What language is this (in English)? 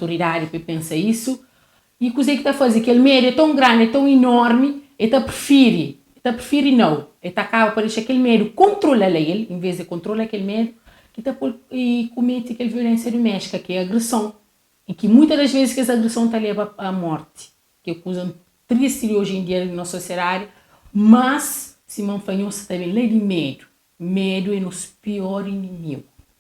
Kabuverdianu